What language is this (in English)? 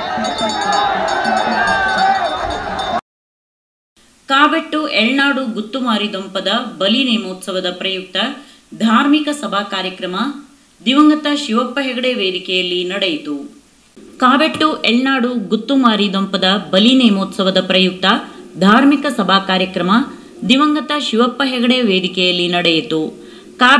Kannada